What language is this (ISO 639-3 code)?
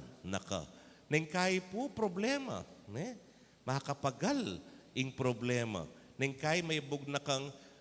pam